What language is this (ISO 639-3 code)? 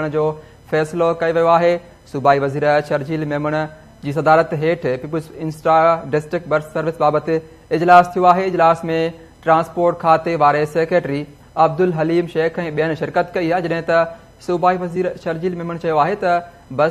snd